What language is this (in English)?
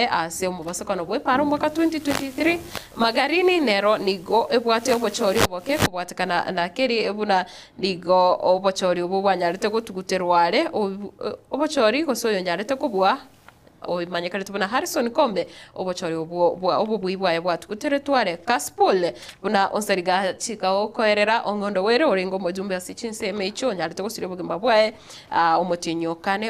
Gusii